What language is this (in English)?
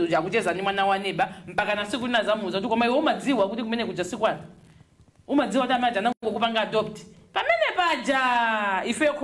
Nyanja